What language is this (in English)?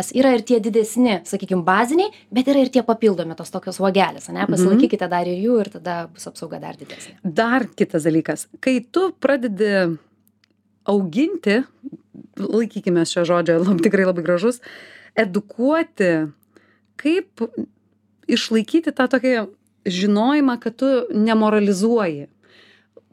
Lithuanian